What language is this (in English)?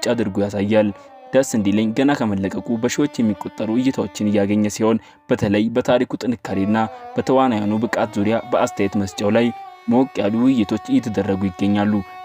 Amharic